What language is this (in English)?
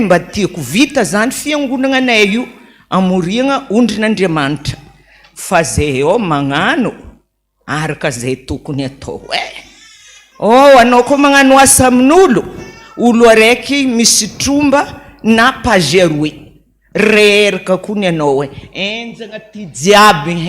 Malagasy